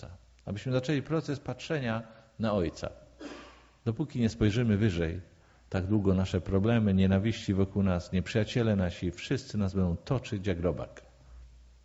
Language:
Polish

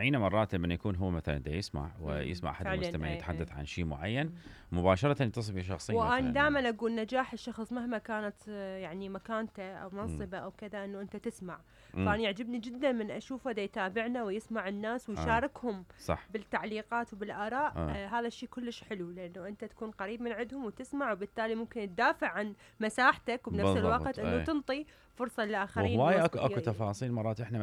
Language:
Mesopotamian Arabic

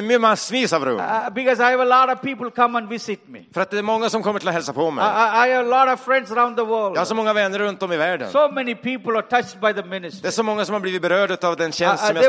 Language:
Swedish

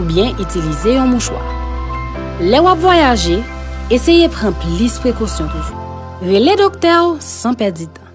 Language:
Haitian Creole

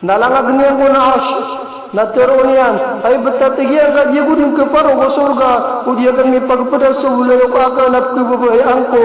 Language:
Maranao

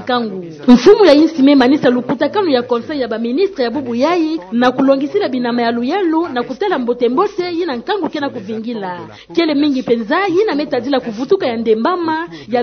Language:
Kituba (Democratic Republic of Congo)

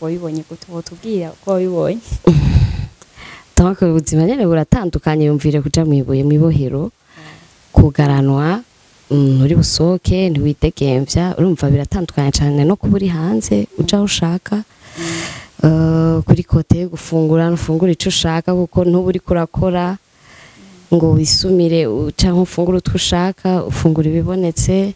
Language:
Rundi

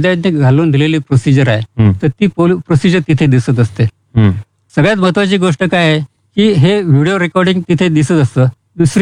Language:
Marathi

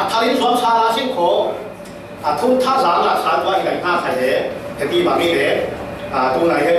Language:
Falam Chin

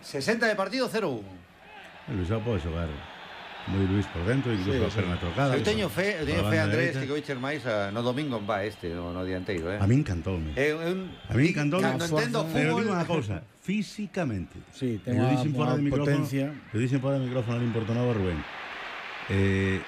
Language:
Galician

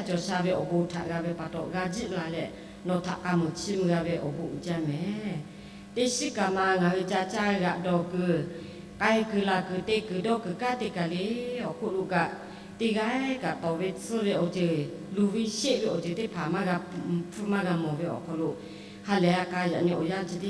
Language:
Lahu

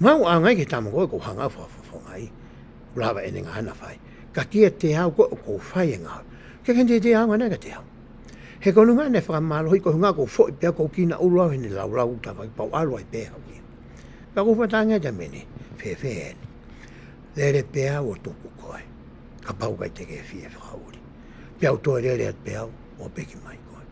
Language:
Tongan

